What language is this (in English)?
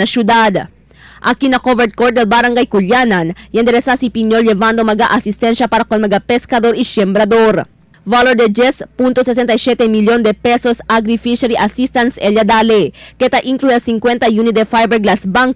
Chavacano